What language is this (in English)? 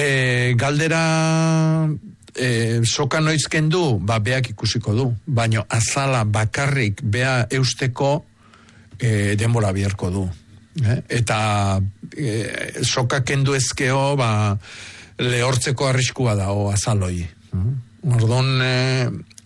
Basque